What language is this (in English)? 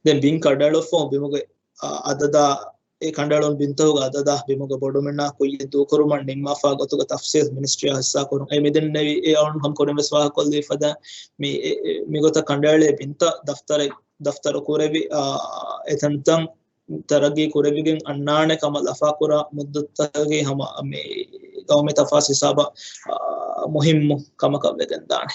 Divehi